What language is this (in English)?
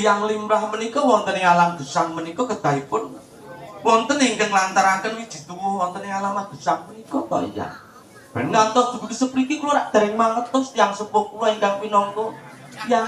Javanese